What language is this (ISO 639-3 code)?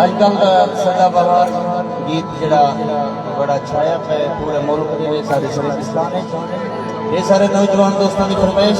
skr